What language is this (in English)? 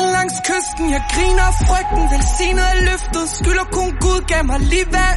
Danish